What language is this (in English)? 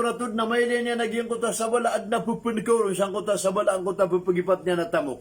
Maranao